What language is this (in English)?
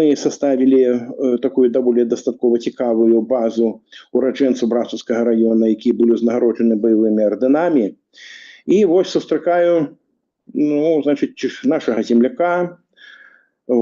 Belarusian